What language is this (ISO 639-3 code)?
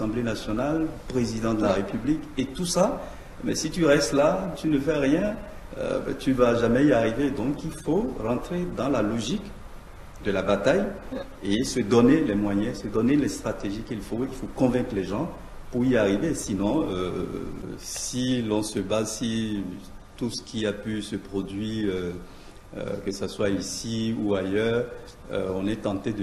fra